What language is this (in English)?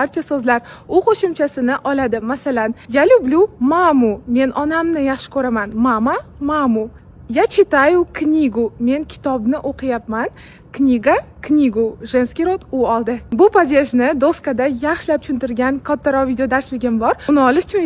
Uzbek